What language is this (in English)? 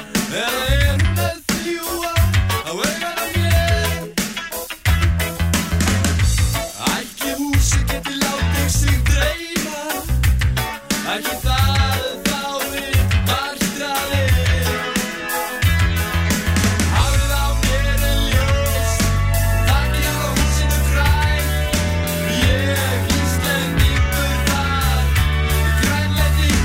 Icelandic